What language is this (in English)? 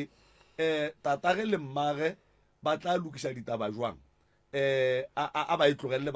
Northern Sotho